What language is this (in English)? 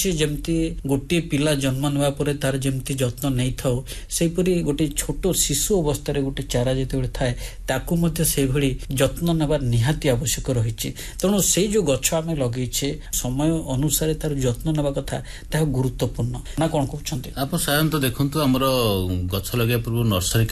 Odia